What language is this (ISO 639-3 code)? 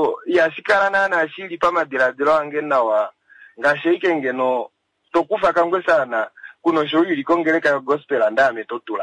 kua